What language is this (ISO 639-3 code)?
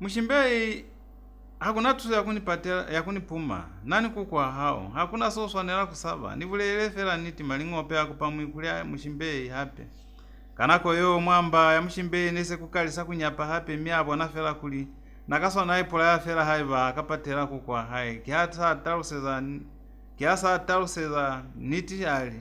loz